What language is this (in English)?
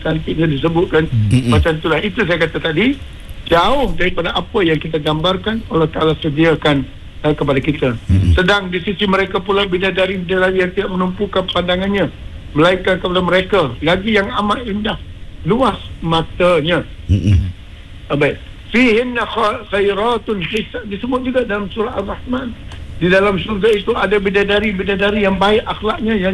Malay